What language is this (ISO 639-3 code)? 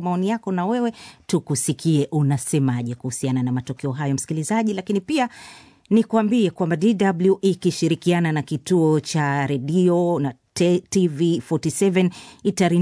swa